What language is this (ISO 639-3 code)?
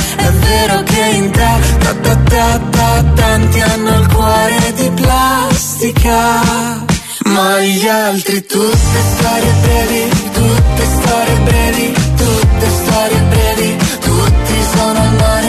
ita